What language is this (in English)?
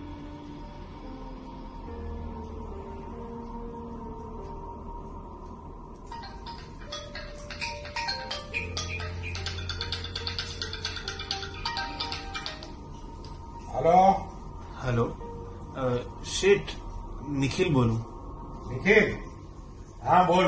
Gujarati